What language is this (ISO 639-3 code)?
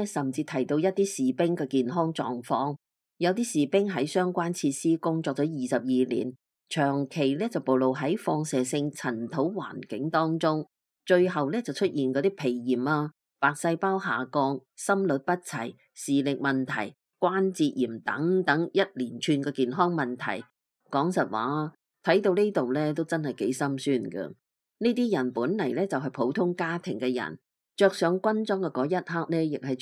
yue